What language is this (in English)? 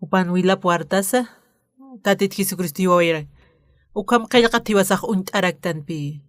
Aymara